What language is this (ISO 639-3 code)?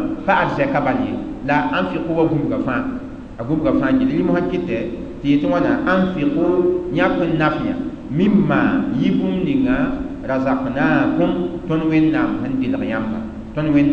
mos